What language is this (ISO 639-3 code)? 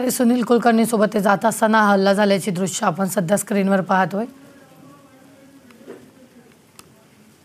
mar